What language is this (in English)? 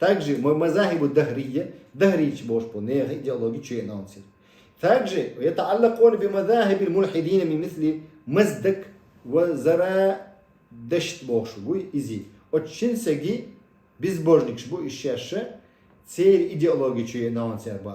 Chechen